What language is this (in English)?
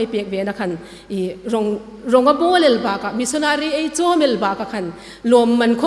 Hmar